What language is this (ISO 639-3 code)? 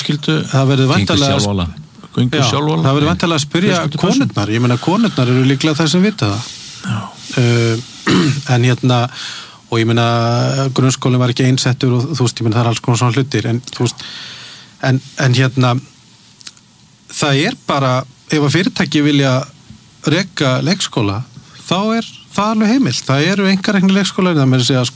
isl